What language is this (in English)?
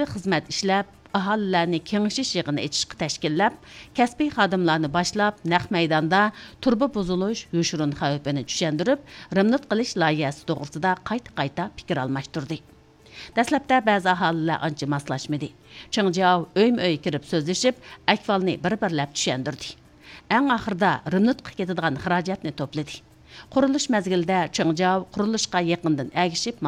Uyghur